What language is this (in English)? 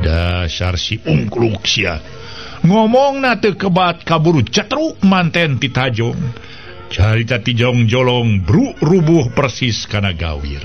Sundanese